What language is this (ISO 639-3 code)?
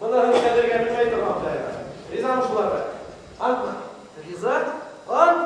bak